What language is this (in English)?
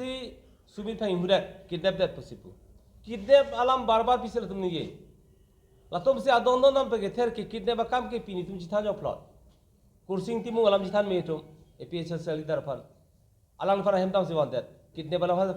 Karbi